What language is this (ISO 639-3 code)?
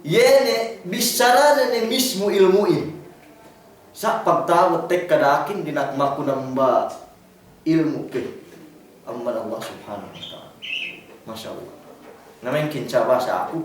yka